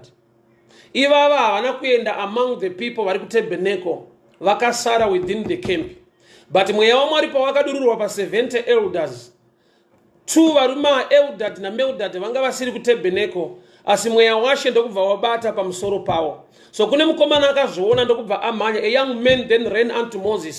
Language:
Shona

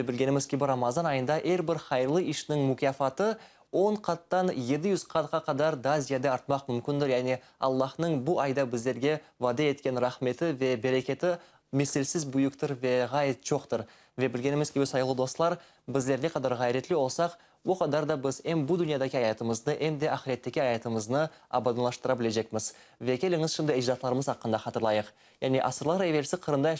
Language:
Crimean Tatar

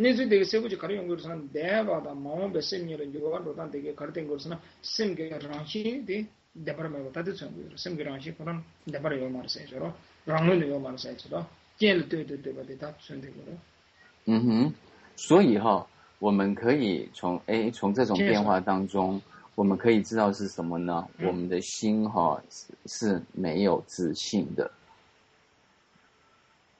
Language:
Chinese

